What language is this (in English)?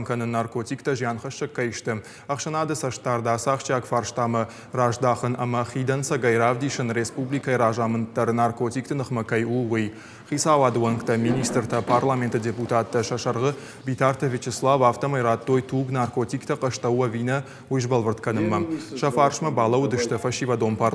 Ossetic